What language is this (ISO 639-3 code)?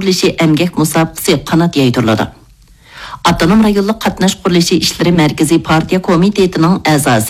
uig